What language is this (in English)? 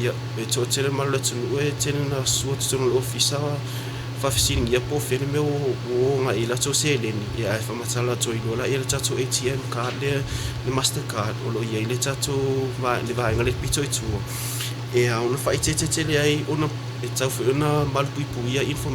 Samoan